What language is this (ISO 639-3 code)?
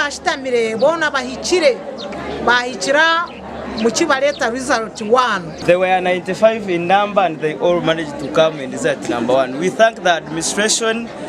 nyn